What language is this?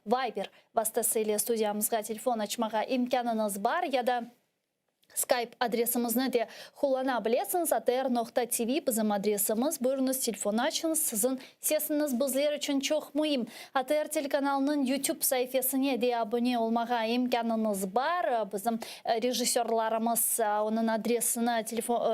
Crimean Tatar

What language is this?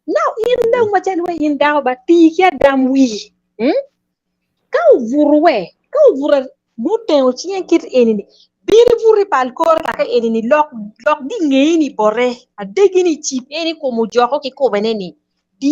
Acoli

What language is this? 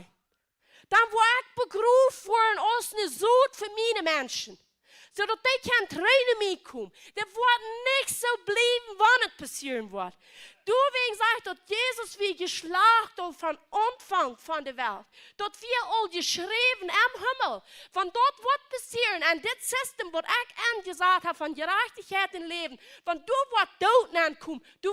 Plautdietsch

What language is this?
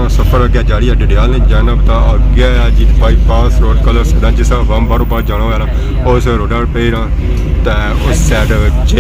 Pahari-Potwari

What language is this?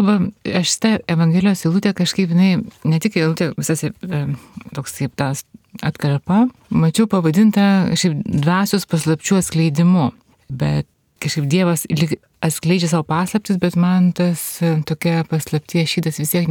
Lithuanian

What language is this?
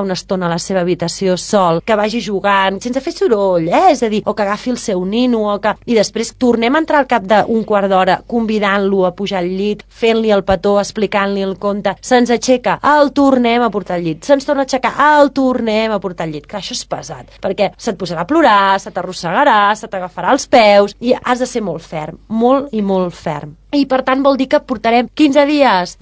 Catalan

